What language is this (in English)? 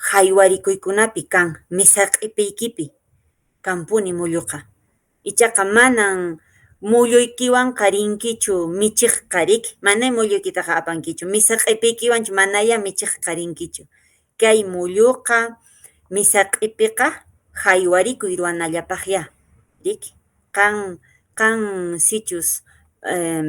Quechua